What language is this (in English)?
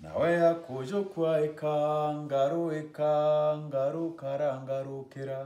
Meru